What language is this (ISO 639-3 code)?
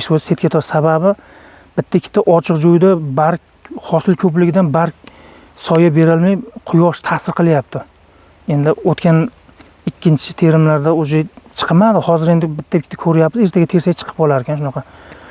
uzb